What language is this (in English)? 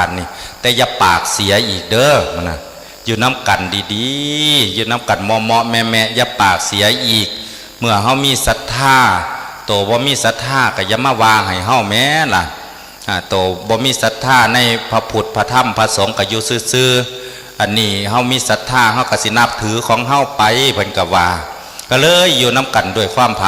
Northeastern Thai